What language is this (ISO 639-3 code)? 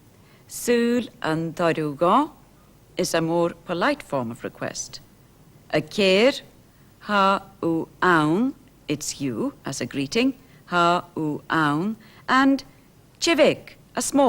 gla